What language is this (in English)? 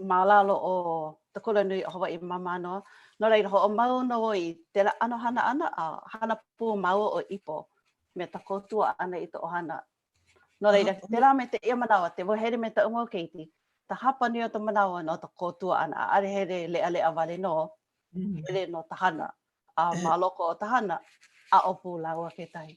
Hawaiian